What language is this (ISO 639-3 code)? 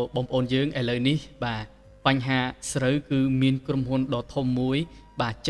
khm